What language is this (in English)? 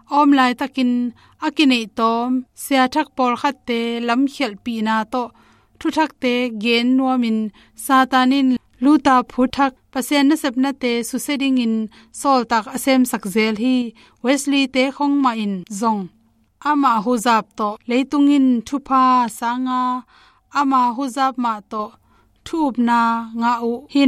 Tedim Chin